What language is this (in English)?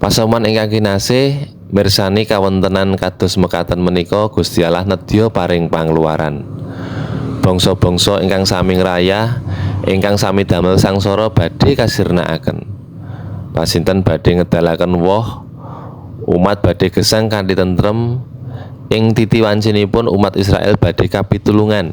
Javanese